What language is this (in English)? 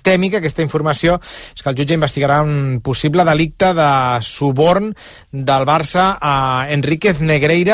Catalan